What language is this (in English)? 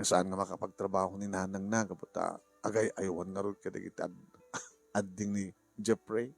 Iloko